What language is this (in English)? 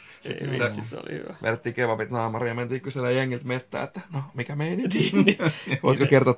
Finnish